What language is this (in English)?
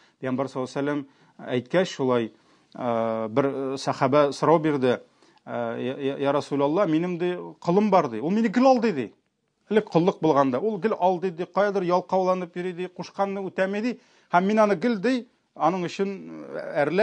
Tatar